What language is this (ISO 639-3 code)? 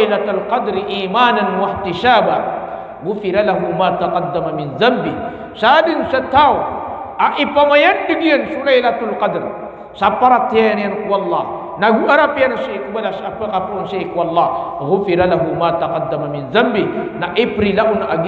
mrw